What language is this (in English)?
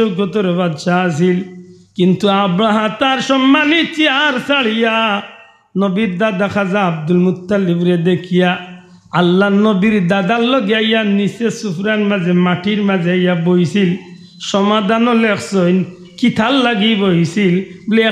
Sylheti